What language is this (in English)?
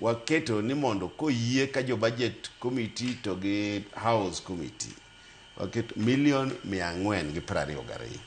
Luo (Kenya and Tanzania)